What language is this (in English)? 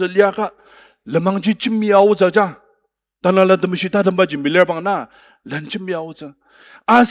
Ao Naga